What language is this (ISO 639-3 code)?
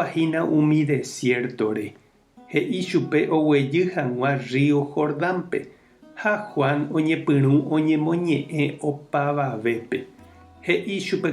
grn